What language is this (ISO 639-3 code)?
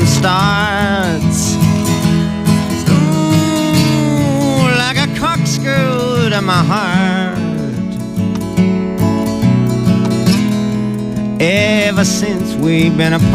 eng